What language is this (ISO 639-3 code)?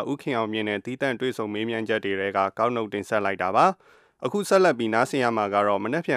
mya